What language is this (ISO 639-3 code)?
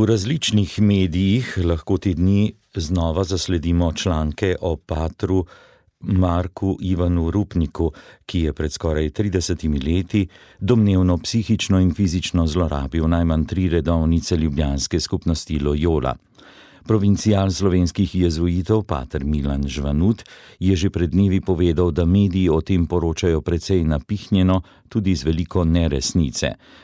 slv